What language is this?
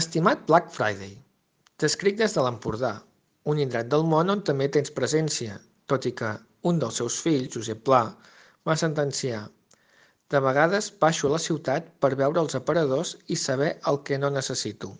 Catalan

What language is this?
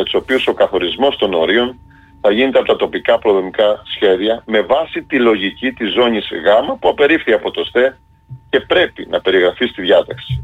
Greek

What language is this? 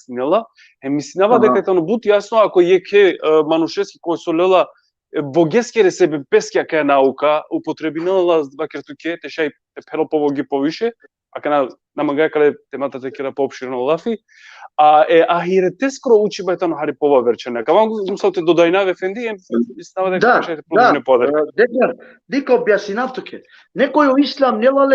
Balkan Romani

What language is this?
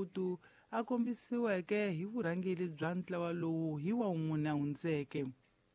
Tsonga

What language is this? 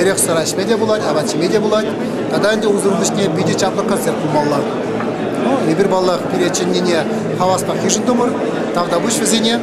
Chuvash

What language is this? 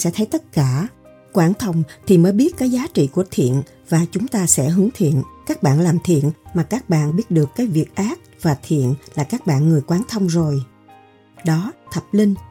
Vietnamese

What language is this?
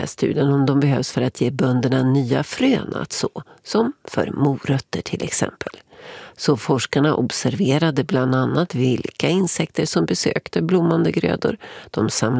Swedish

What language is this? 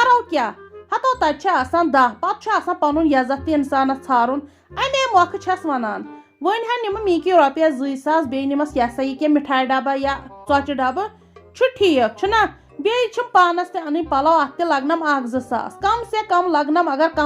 Kashmiri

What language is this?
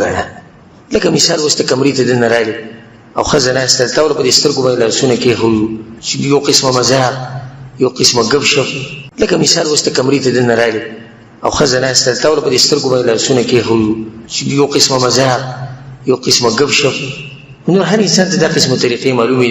Pashto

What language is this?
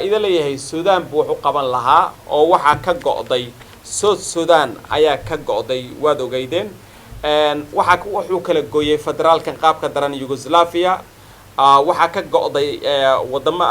Somali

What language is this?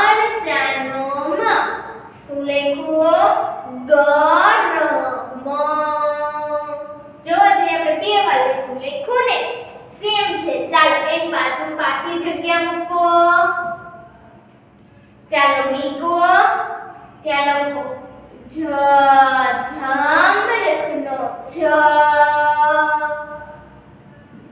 Gujarati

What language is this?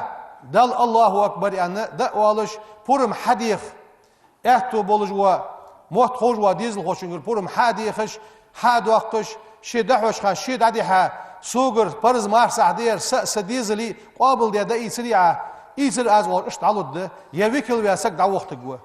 Ingush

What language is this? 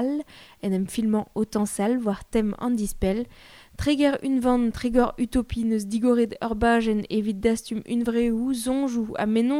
Breton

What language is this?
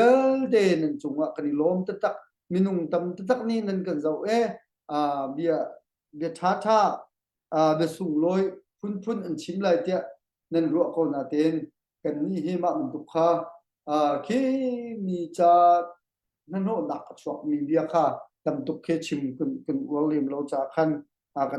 Hakha Chin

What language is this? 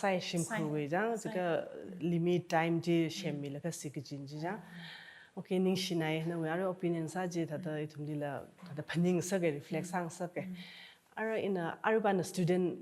Tangkhul Naga (India)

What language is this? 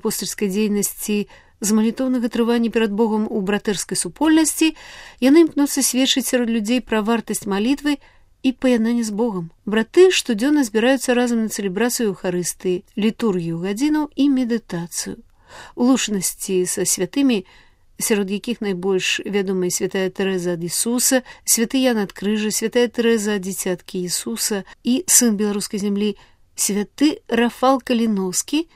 Belarusian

